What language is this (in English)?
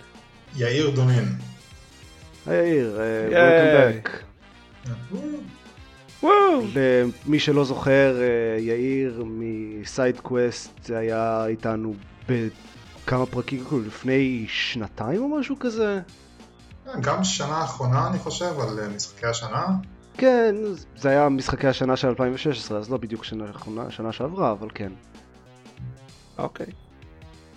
Hebrew